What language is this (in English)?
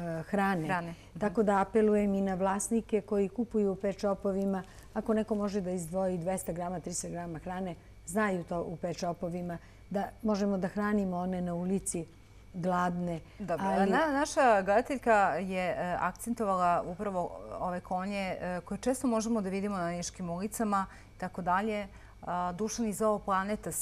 Serbian